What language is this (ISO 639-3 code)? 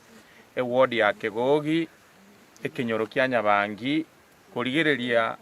guz